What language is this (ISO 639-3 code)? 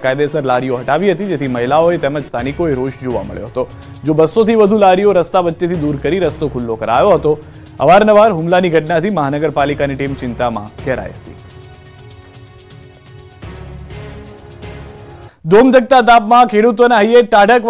guj